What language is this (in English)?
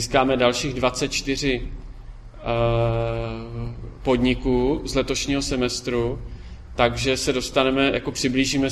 Czech